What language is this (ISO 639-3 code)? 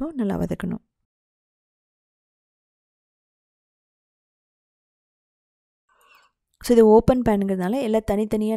tam